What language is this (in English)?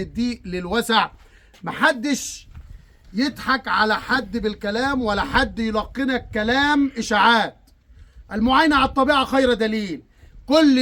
Egyptian Arabic